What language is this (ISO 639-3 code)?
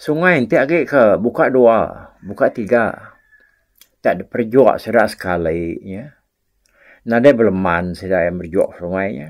iba